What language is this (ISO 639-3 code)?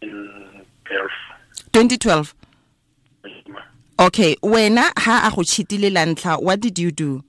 tsn